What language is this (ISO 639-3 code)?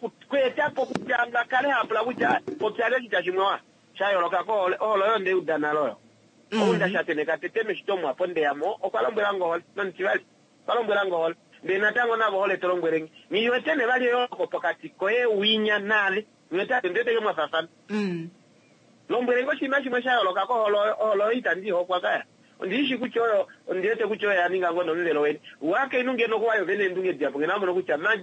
kua